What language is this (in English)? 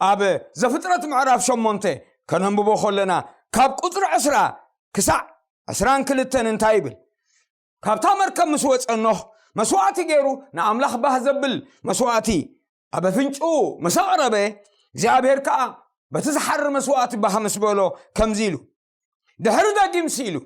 Tigrinya